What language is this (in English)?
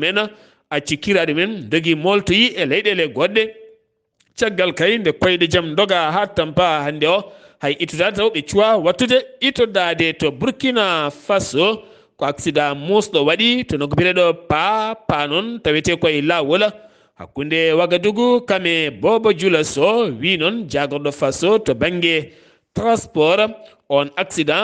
Fula